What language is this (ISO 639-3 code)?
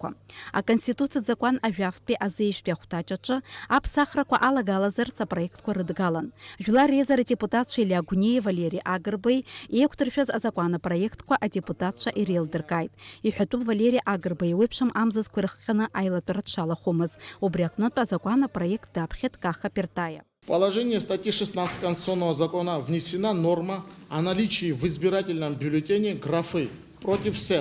abk